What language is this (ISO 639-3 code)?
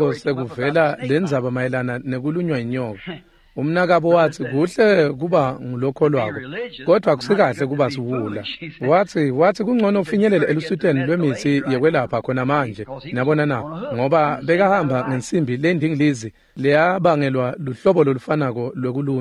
ssw